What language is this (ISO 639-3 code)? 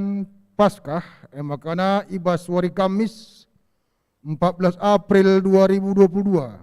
btx